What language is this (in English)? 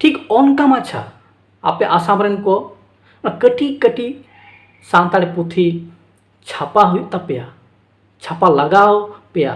Santali